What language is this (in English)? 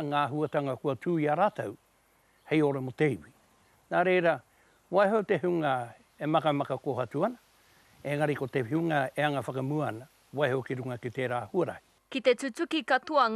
Māori